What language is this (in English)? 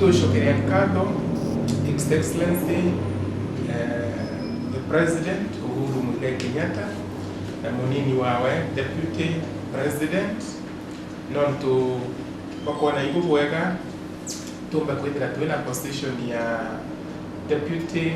Meru